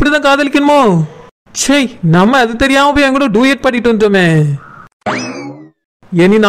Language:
Tamil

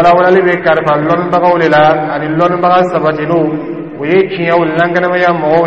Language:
Dyula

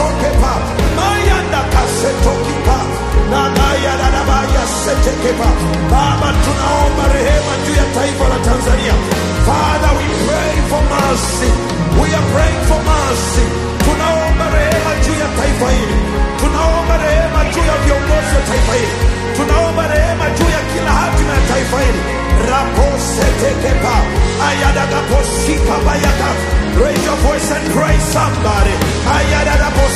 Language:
Swahili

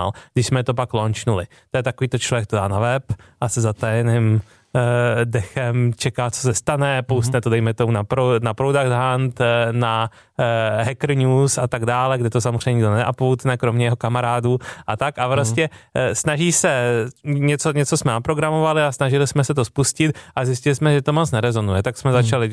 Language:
Czech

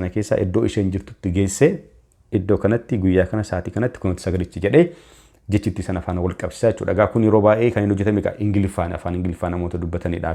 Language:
Oromo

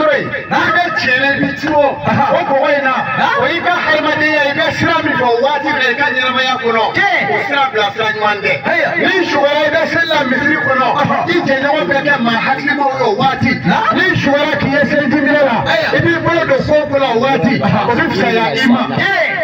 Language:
Bambara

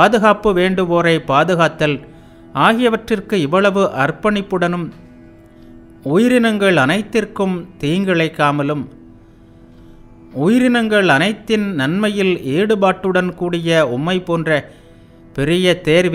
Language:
Tamil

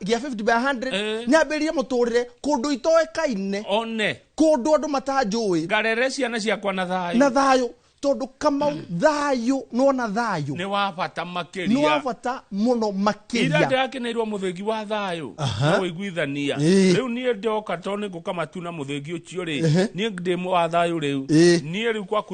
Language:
Kikuyu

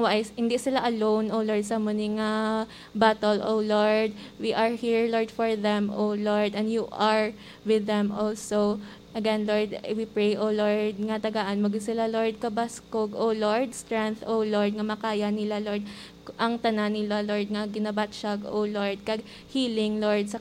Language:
Hiligaynon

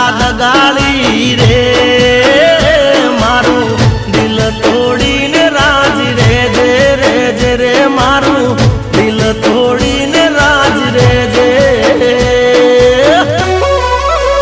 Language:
Gujarati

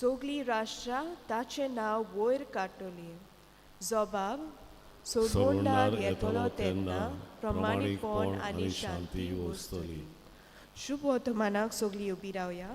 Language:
Konkani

